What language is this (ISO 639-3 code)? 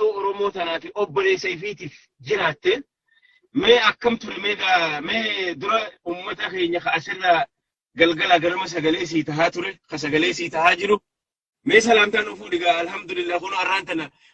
orm